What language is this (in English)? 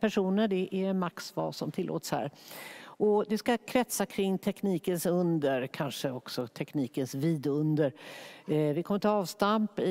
Swedish